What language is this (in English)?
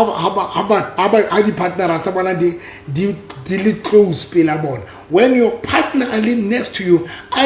Southern Sotho